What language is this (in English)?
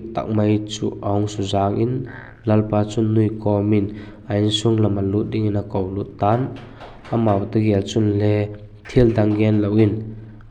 Vaiphei